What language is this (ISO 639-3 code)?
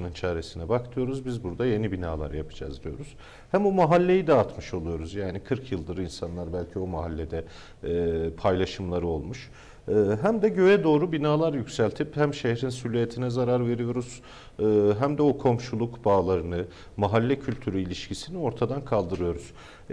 tur